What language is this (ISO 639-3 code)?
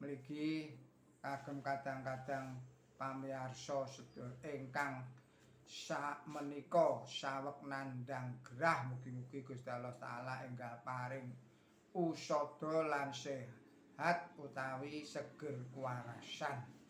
jav